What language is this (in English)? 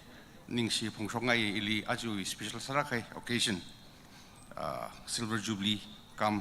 Tangkhul Naga (India)